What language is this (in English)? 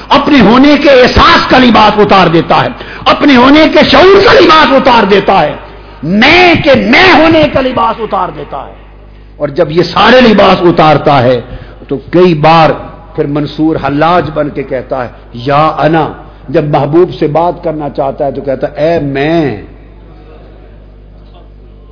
Urdu